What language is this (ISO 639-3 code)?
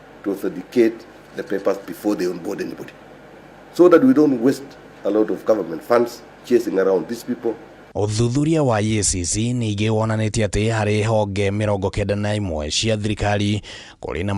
kik